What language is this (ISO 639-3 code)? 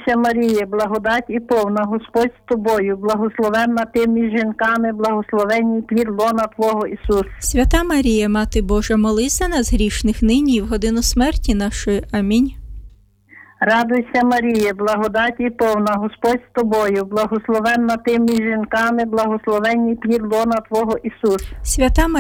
ukr